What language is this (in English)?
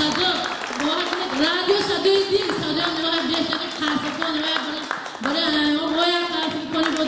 Tajik